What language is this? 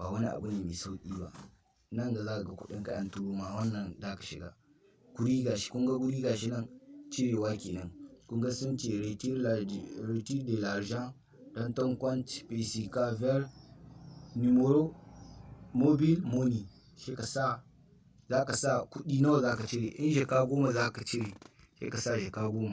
Hausa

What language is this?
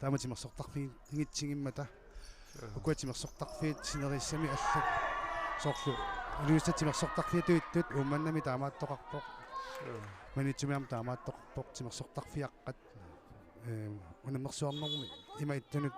Kalaallisut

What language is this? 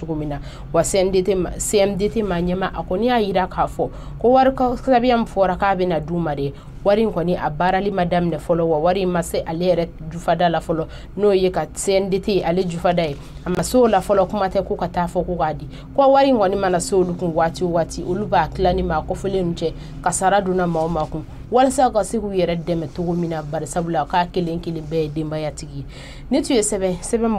Bambara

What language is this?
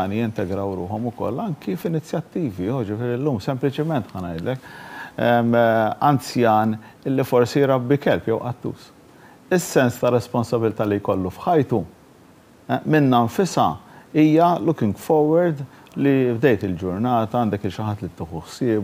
Maltese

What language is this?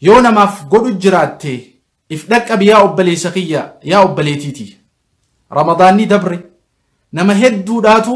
Oromo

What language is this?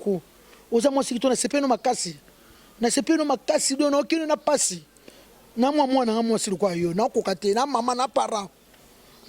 Lingala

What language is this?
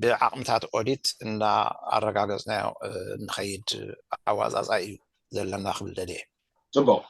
Tigrinya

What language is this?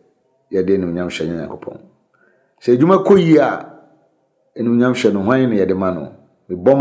Akan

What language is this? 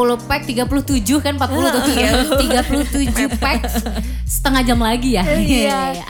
Indonesian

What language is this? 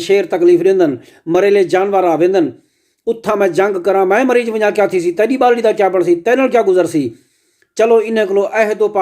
Saraiki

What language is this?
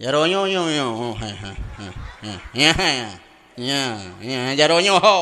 Achinese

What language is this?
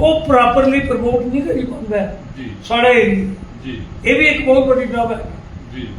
Dogri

